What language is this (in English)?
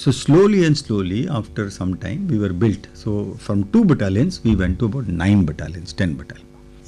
Tamil